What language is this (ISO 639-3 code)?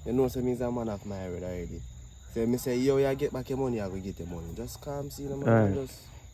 jam